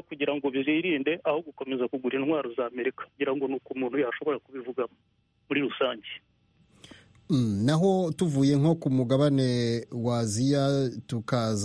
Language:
Kinyarwanda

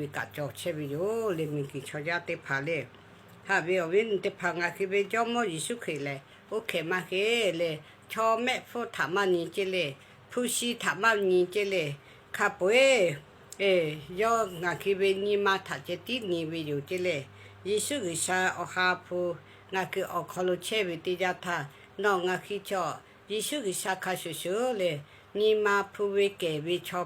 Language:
Lahu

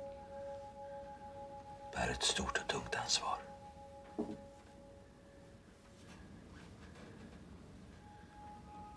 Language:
Swedish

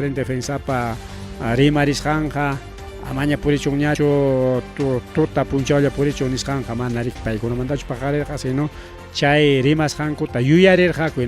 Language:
Ayacucho Quechua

